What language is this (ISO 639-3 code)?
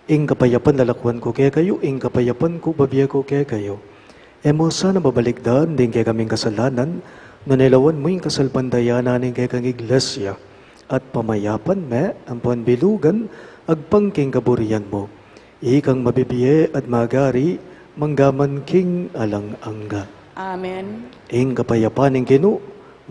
pam